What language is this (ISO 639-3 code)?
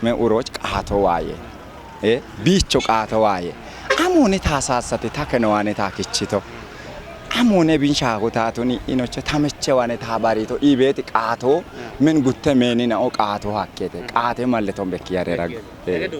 kbr